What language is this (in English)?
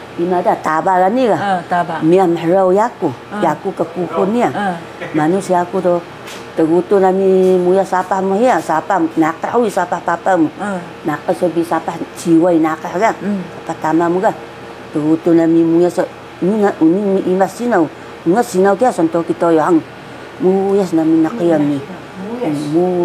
Taroko